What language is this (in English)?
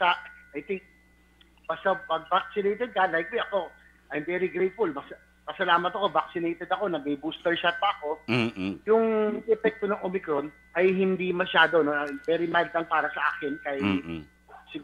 Filipino